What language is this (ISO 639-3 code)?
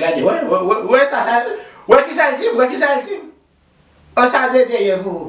hat